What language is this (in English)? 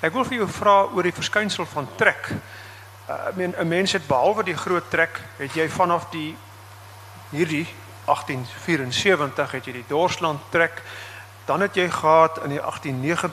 Afrikaans